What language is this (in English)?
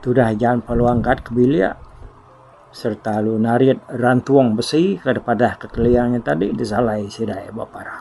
Iban